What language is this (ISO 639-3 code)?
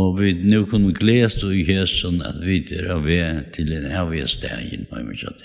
fao